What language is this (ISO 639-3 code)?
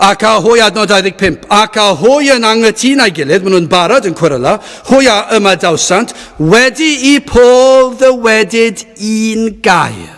cym